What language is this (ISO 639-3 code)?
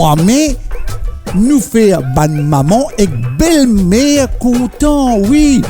mfe